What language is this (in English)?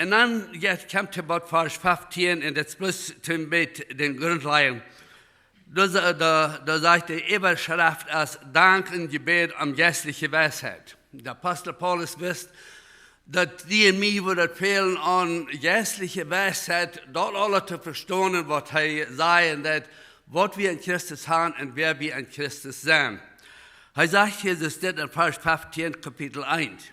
Plautdietsch